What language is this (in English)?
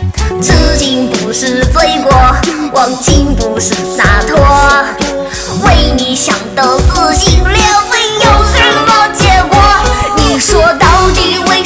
Chinese